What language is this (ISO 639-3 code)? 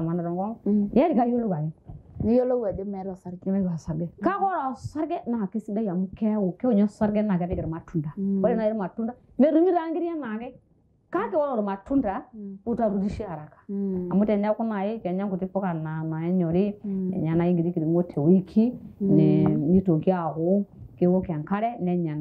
mas